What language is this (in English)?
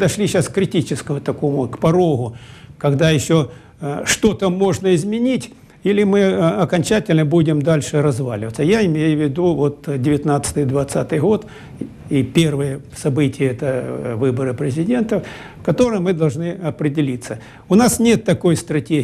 Russian